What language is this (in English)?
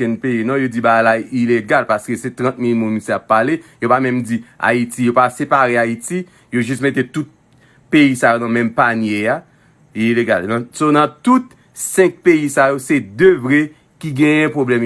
Haitian Creole